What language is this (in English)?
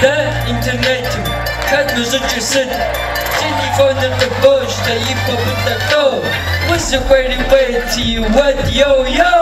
Kabardian